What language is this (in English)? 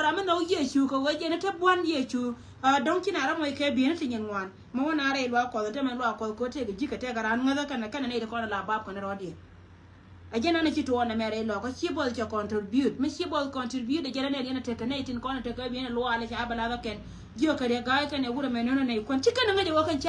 Nuer